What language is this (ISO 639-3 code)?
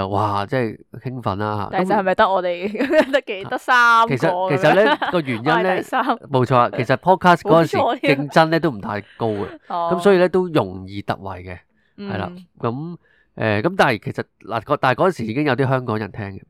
yue